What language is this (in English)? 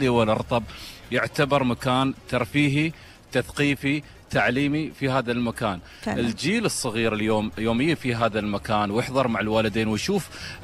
Gulf Arabic